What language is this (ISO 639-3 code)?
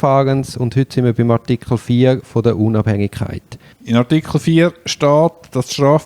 deu